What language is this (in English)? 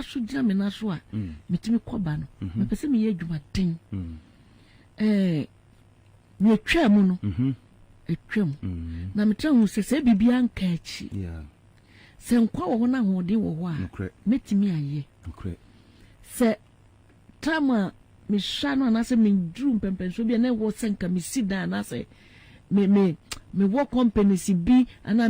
Akan